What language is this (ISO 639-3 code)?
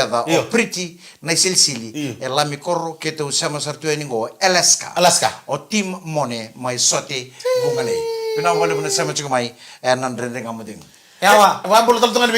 fij